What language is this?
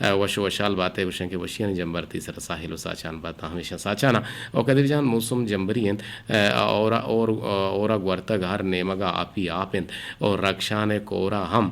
Eastern Balochi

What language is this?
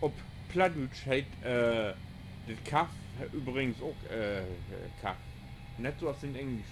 Low German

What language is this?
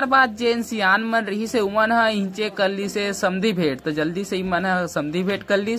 Chhattisgarhi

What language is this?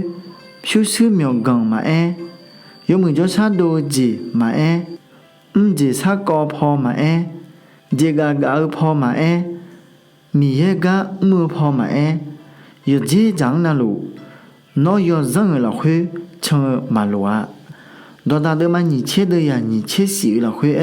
Akha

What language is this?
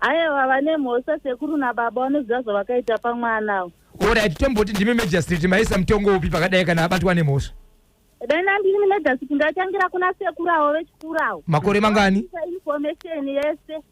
Shona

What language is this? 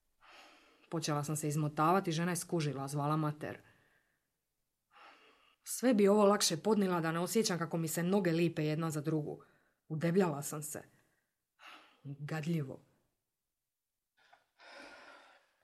Croatian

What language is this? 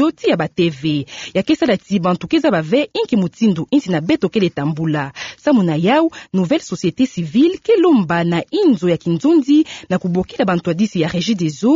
Kituba (Democratic Republic of Congo)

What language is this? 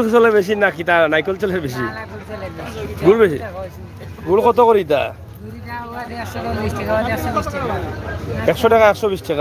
Sylheti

